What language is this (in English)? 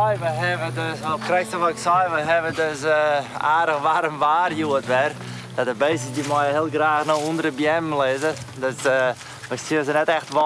Western Frisian